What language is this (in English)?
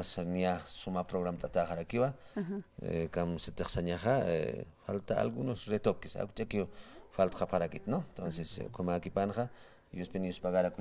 Aymara